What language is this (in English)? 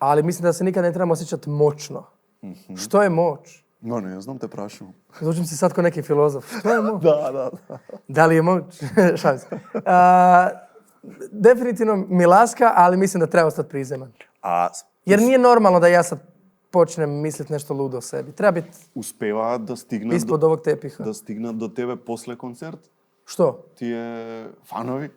Macedonian